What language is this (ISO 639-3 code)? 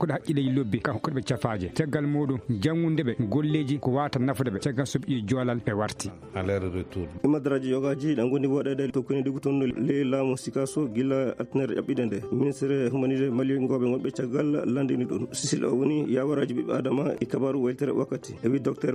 ful